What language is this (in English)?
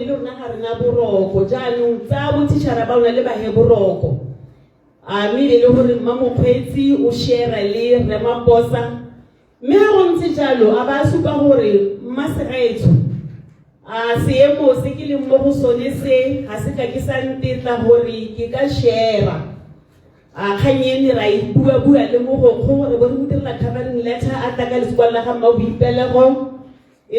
Tswana